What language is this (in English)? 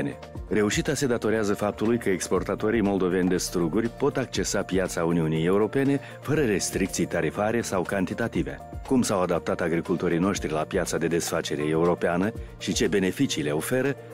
Romanian